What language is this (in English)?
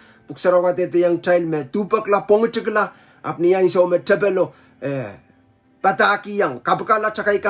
Pohnpeian